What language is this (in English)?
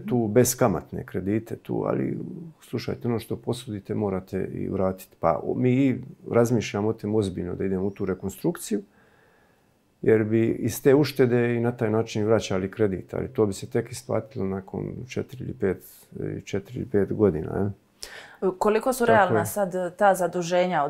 Croatian